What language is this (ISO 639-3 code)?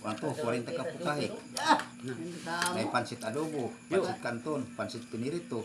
ceb